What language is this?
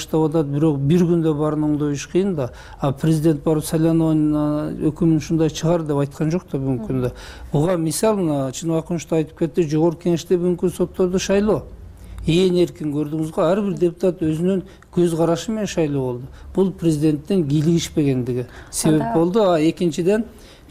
Kyrgyz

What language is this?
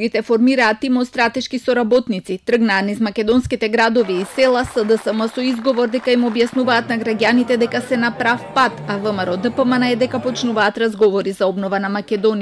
Macedonian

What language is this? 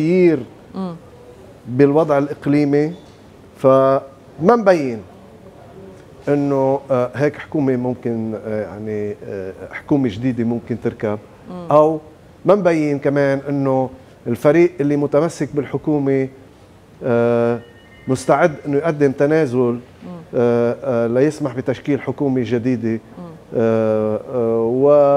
North Levantine Arabic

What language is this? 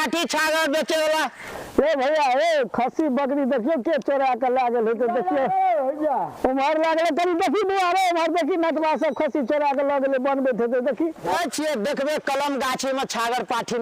Maithili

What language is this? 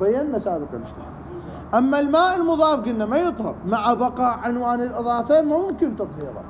Mesopotamian Arabic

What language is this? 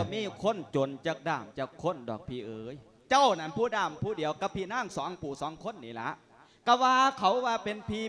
Lao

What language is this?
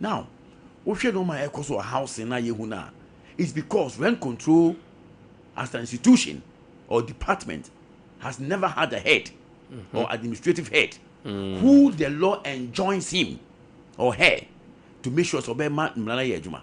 Akan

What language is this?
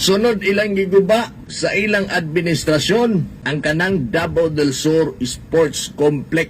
Cebuano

